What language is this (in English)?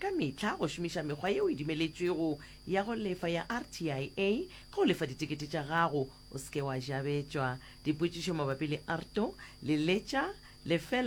Northern Sotho